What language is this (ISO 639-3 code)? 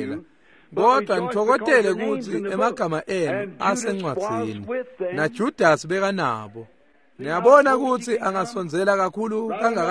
ssw